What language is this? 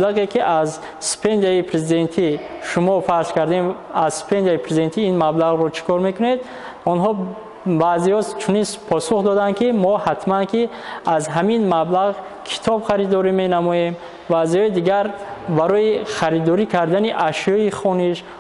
Tajik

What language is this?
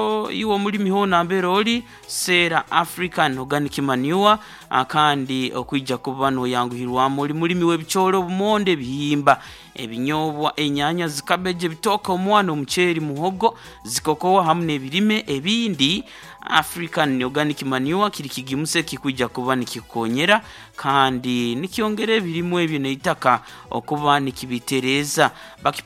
Nyoro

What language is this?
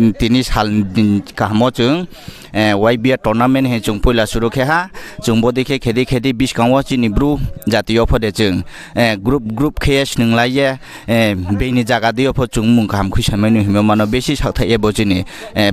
Riang (India)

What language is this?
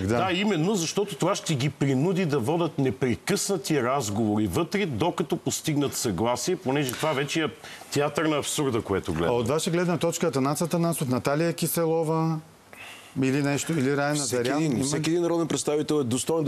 Bulgarian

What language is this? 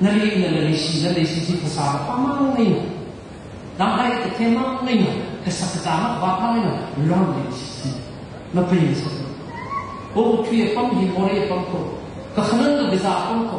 Tangkhul Naga (India)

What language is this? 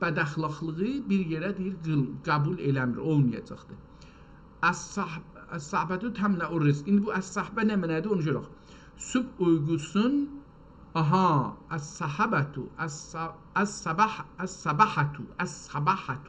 South Azerbaijani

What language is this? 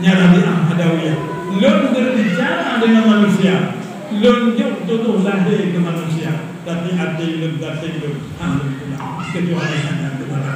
Achinese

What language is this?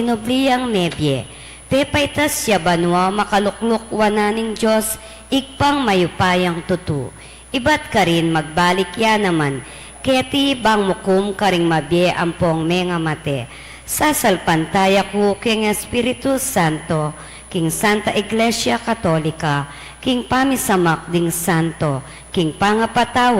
Pampanga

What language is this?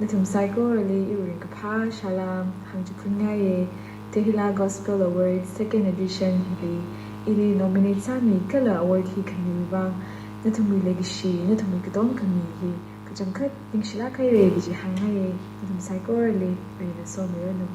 Tangkhul Naga (India)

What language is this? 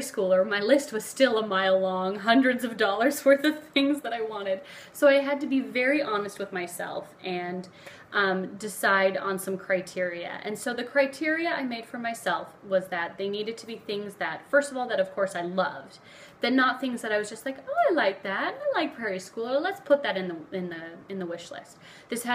English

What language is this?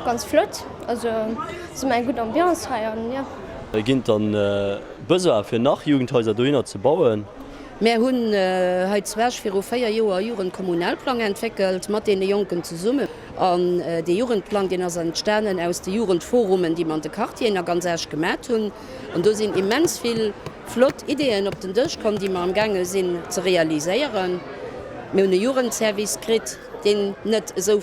Luxembourgish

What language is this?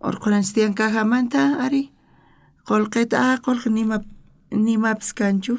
South Bolivian Quechua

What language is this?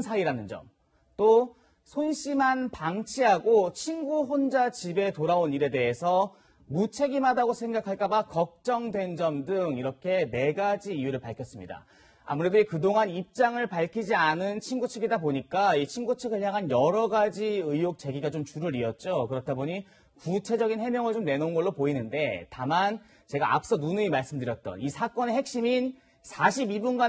Korean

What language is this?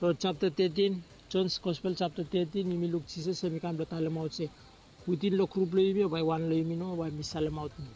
Bislama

